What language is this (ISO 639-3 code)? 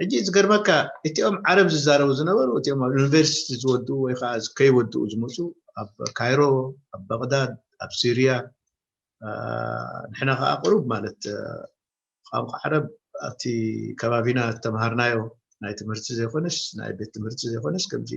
tir